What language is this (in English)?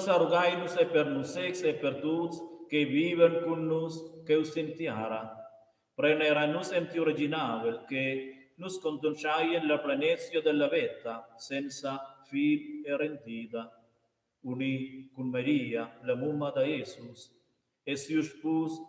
Romansh